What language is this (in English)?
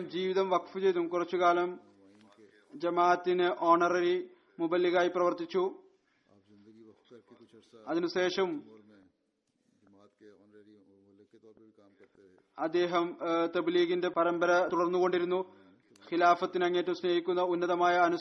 Malayalam